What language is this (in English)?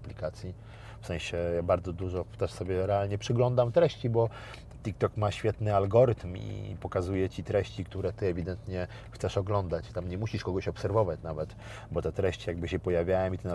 Polish